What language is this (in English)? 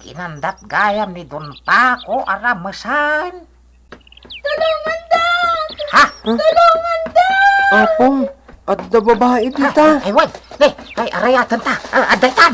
Iloko